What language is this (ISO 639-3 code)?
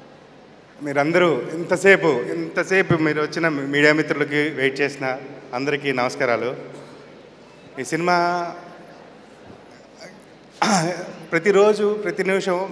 tel